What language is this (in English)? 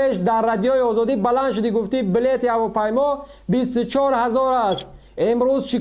Tajik